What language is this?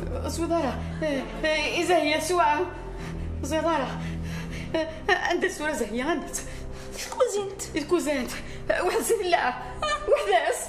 Kabyle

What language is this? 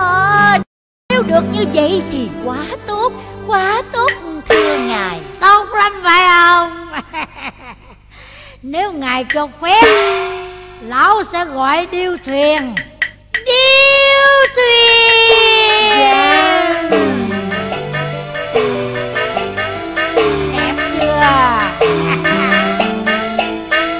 Vietnamese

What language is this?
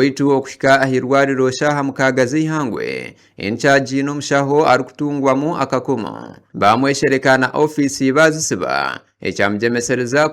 Nyankole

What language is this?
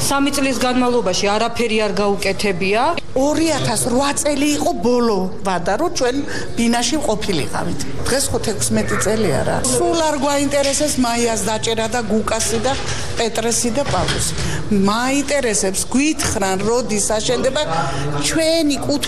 Georgian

